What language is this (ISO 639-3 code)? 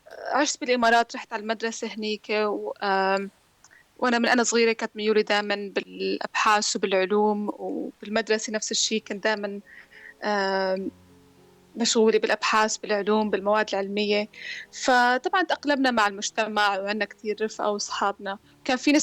apc